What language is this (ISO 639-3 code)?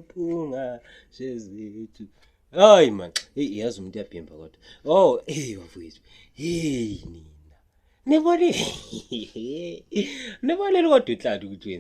zul